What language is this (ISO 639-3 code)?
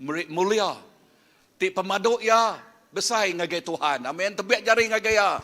iba